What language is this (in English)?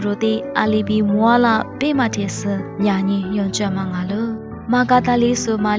Lisu